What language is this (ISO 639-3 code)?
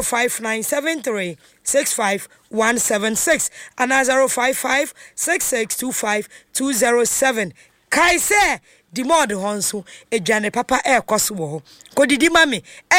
aka